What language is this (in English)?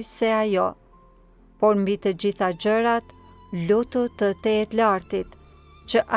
Albanian